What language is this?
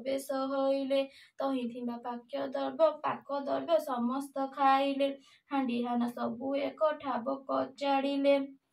Odia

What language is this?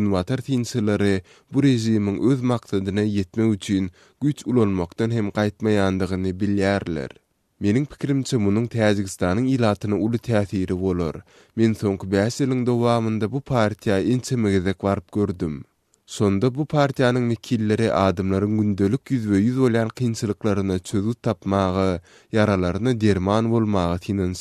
Turkmen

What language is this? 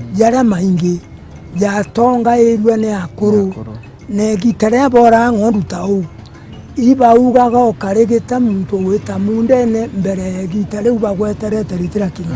Meru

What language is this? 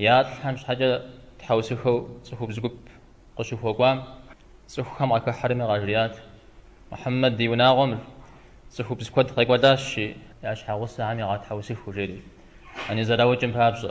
Kabardian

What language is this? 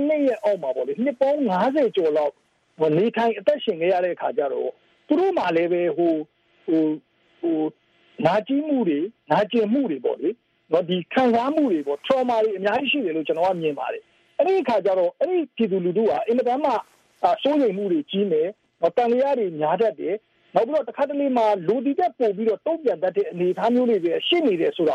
Burmese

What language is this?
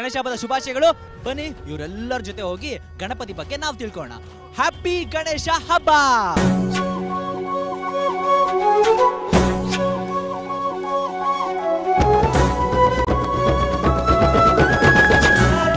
Kannada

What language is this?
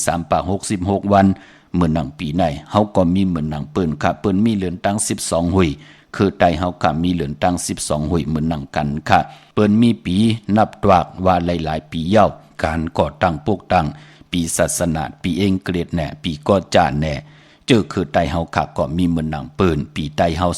Shan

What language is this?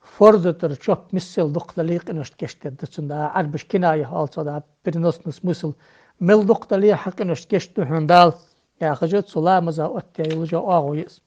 Ingush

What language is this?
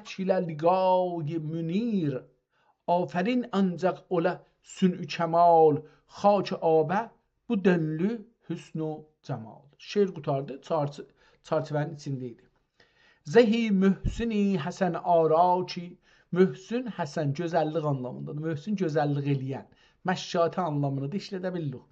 South Azerbaijani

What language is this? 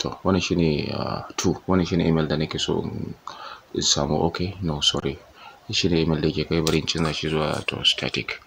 Hausa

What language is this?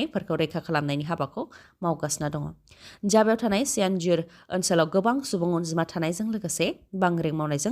Bodo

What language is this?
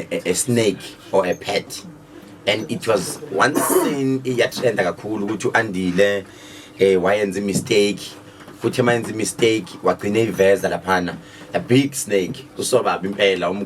Zulu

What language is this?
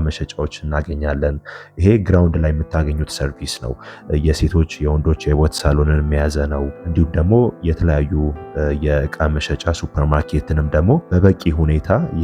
Amharic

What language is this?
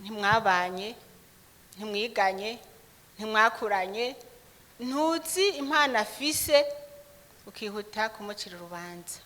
Rundi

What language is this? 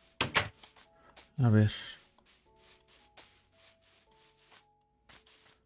Spanish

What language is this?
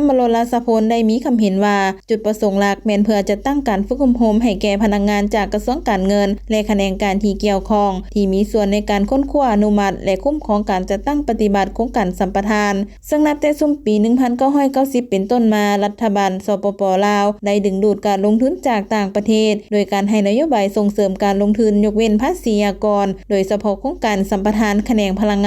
Lao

